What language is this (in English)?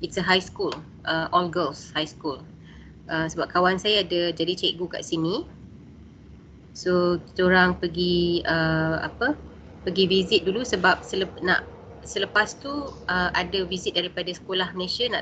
Malay